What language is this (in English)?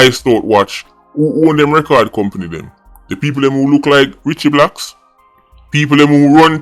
Jamaican Creole English